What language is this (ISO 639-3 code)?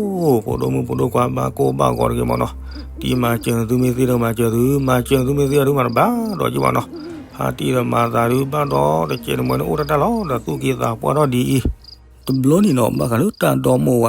ksw